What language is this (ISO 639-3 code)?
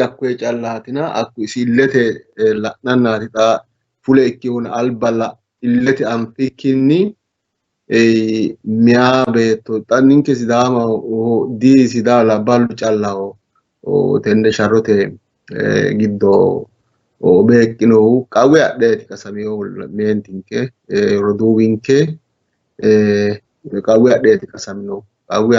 sid